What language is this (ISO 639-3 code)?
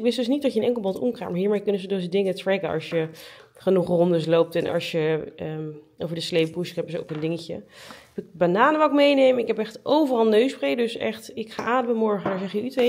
nld